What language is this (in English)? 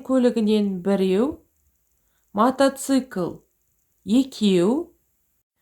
Kazakh